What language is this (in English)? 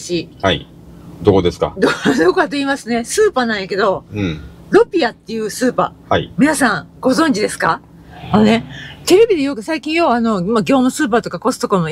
Japanese